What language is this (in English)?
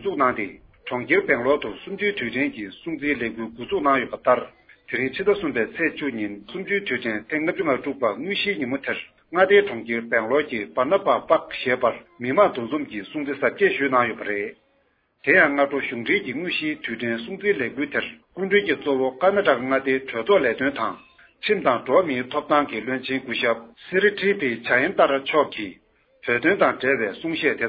Tibetan